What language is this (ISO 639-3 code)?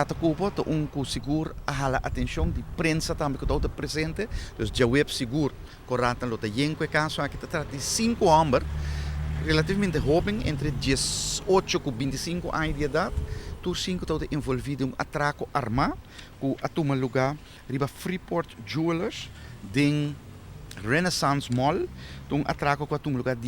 pap